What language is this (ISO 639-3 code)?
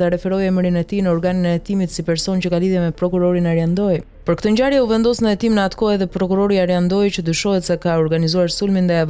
sqi